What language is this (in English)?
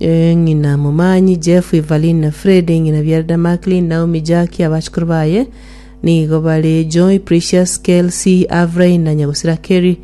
Gusii